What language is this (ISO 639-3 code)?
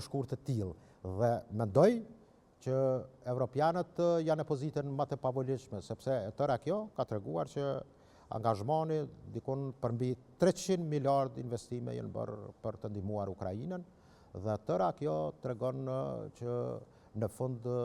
sqi